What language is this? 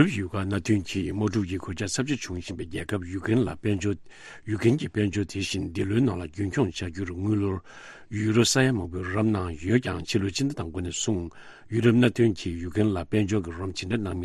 Tibetan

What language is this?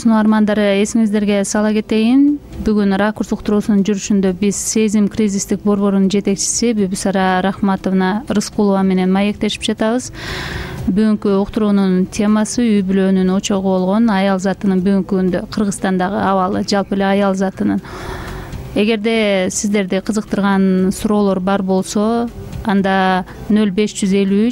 Kyrgyz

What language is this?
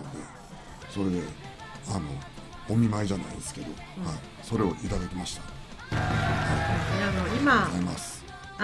Japanese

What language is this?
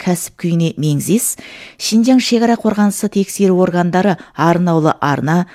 Kazakh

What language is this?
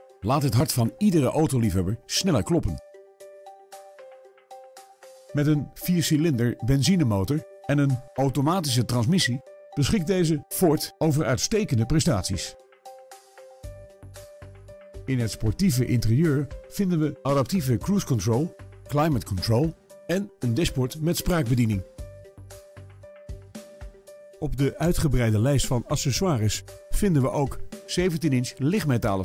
Dutch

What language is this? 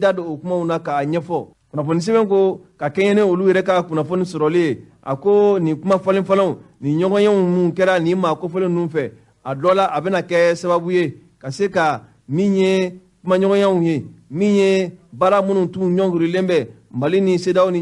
Bambara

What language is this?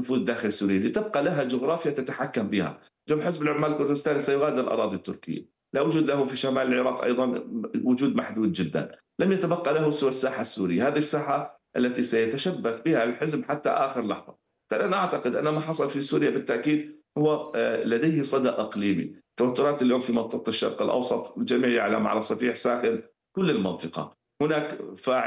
Arabic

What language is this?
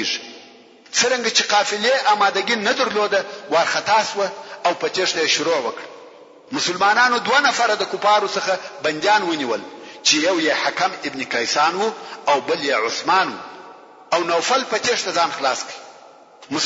Pashto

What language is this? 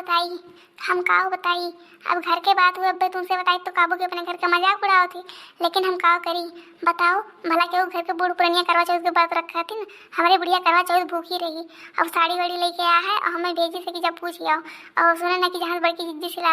Awadhi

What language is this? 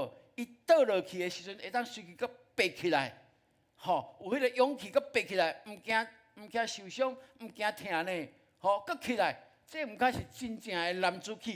Min Nan Chinese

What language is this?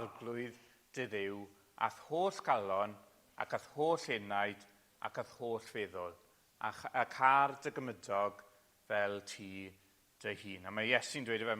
Welsh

